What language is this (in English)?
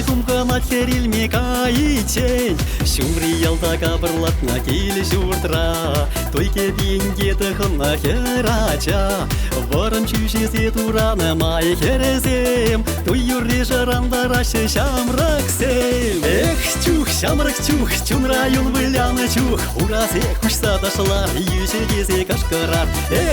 Chuvash